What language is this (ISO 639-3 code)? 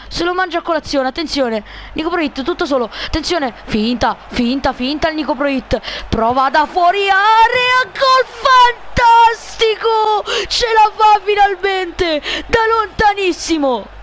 ita